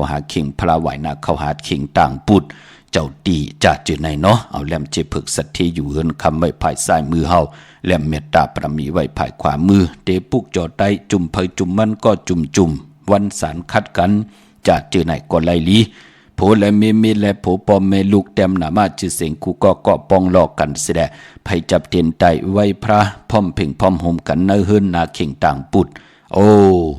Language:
Shan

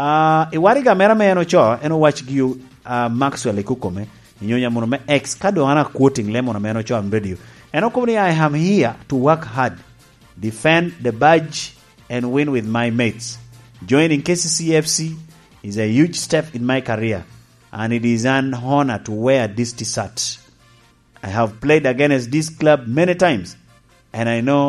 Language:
Lango (Uganda)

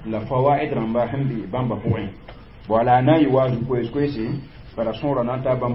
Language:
Mossi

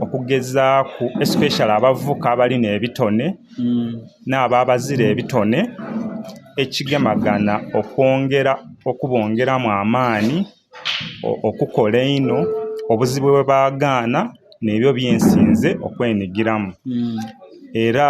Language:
Soga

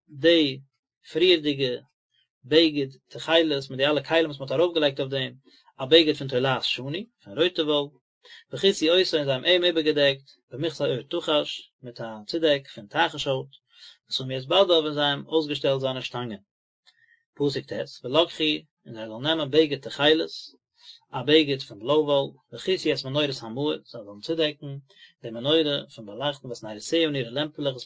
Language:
Yiddish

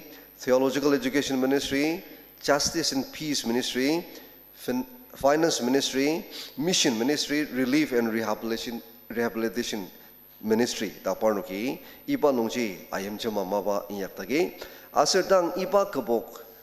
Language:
Ao Naga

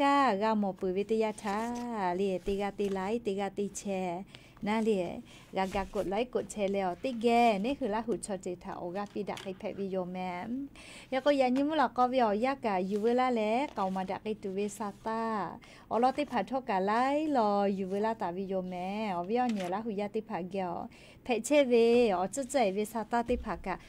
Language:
Lahu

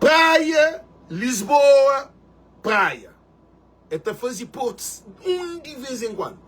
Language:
Kabuverdianu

